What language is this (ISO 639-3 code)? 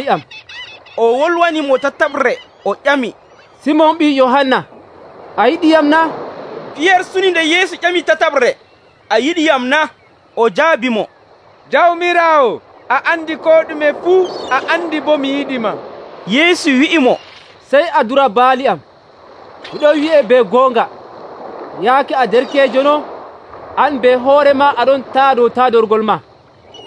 fuv